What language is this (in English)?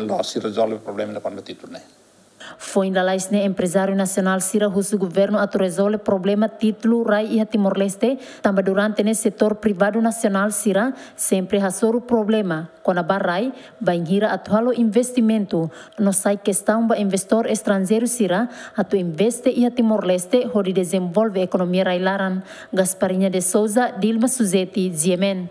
Tetum